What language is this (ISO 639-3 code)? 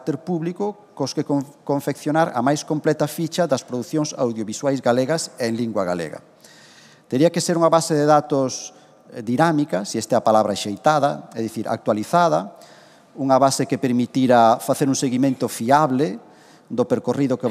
glg